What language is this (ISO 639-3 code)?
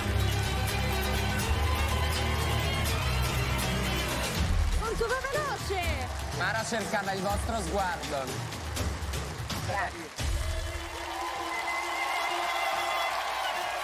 ita